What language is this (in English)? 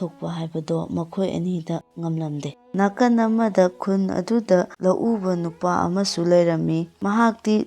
Manipuri